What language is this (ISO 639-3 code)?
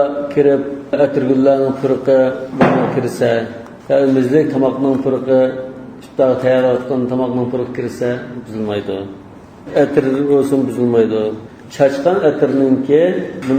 uig